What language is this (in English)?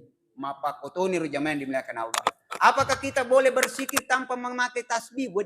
Buginese